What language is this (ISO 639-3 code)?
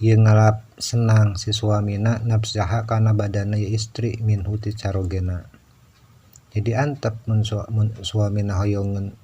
sun